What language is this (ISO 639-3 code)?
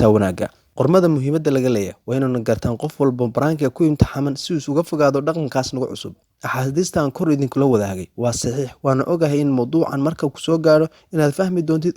som